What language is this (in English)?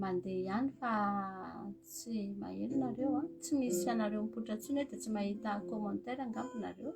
Malagasy